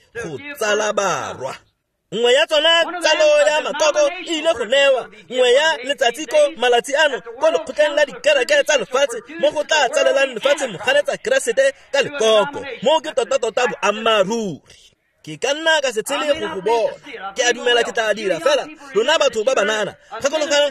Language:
Tswana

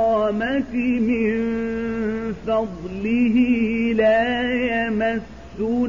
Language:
Arabic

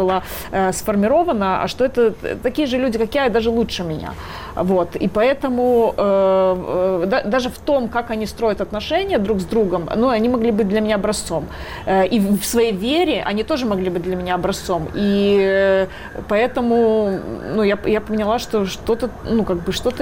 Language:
Russian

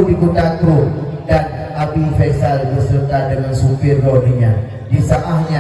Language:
Achinese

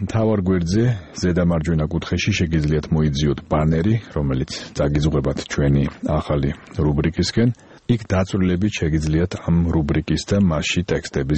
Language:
Georgian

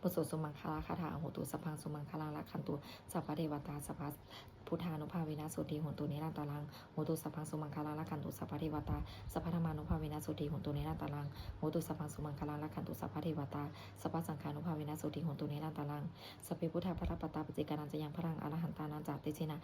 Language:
Pali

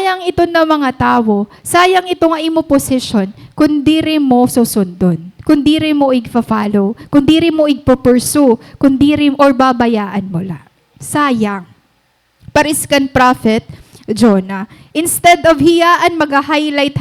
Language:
Waray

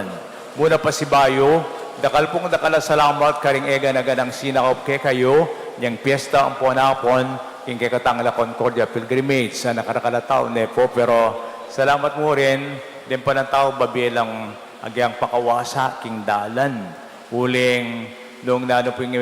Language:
Pampanga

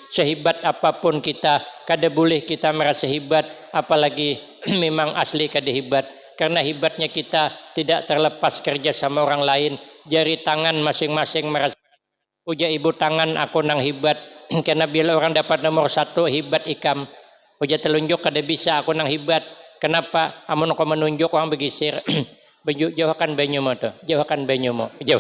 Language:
Banjar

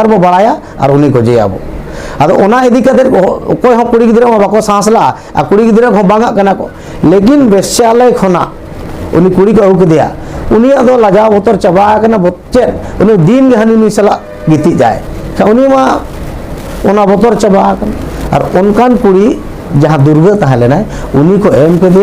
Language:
Santali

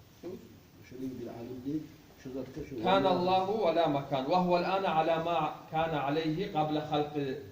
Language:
Kumyk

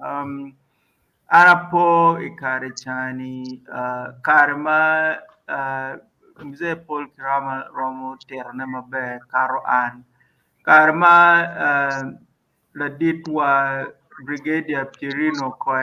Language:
Acoli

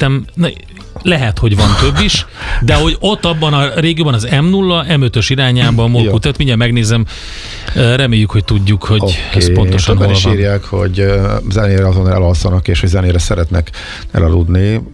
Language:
Hungarian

